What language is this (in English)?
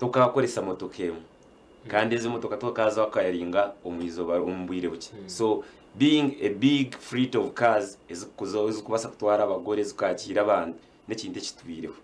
Nyankole